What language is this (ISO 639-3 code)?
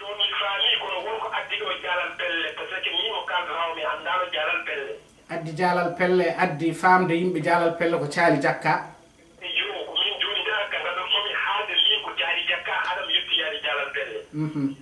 ful